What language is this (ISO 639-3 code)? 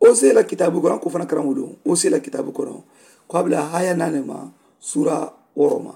man